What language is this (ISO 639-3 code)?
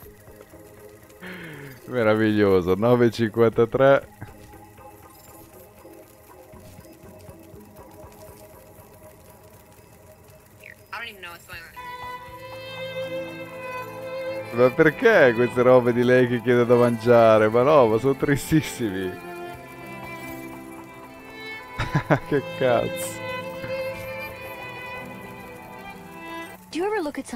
ita